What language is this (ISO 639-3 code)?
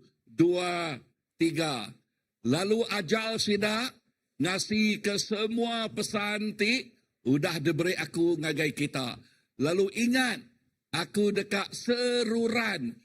iba